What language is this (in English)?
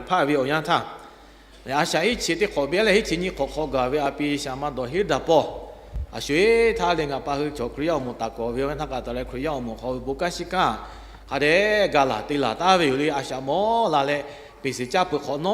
Lahu